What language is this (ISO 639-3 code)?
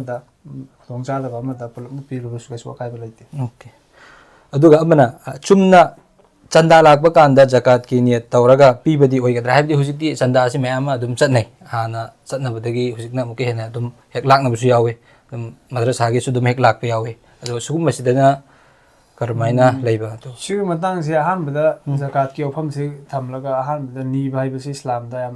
mni